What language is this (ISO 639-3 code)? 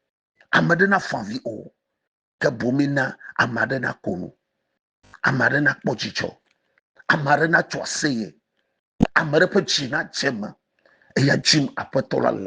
ewe